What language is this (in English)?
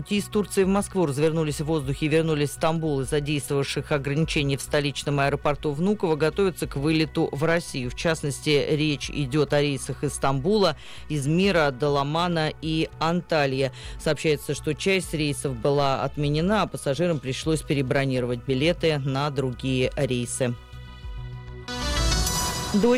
Russian